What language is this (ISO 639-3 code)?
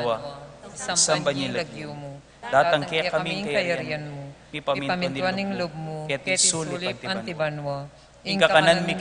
pam